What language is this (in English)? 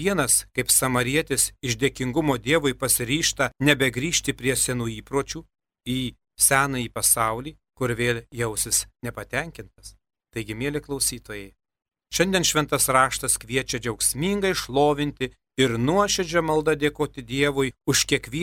Lithuanian